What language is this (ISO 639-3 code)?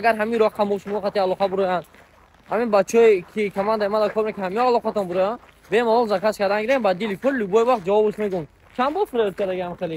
tgk